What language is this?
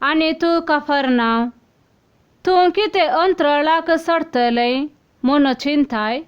Konkani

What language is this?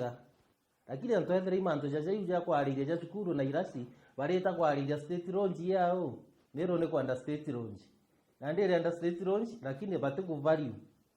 Meru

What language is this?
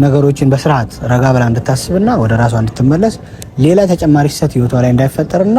Amharic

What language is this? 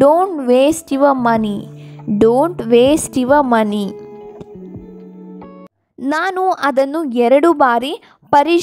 Kannada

